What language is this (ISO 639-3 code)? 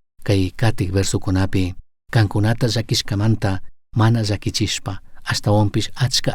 qug